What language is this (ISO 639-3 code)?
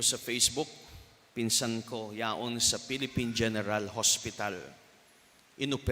bik